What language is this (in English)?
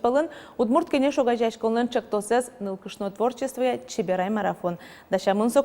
Udmurt